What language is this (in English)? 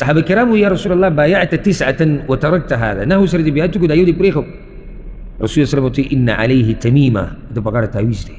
Pashto